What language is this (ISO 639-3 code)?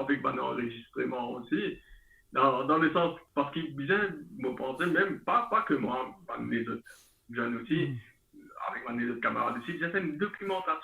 mfe